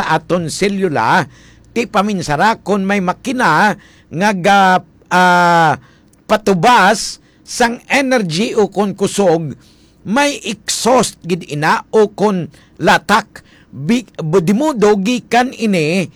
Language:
Hiligaynon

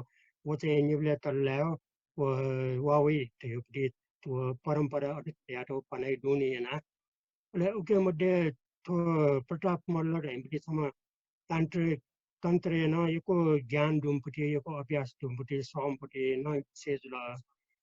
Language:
Newari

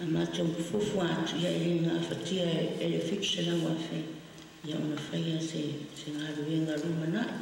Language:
Samoan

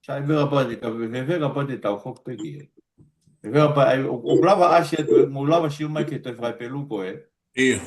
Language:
Tongan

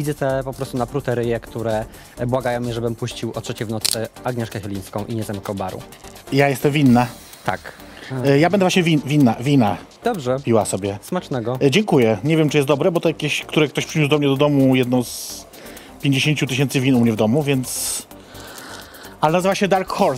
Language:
Polish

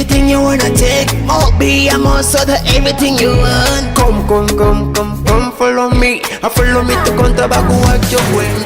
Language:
Nyoro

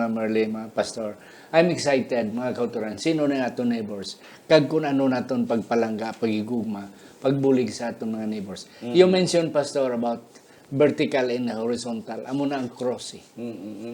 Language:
Hiligaynon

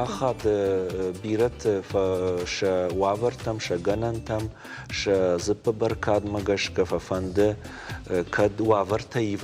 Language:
Ossetic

